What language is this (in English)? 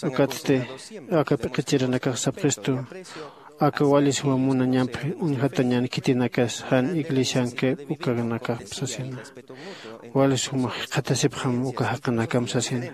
Aymara